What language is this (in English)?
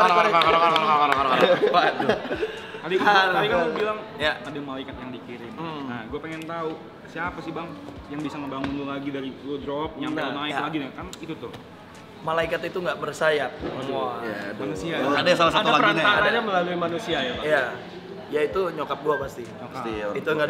Indonesian